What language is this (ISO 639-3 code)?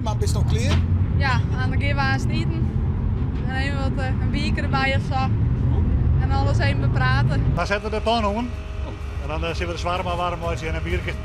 fry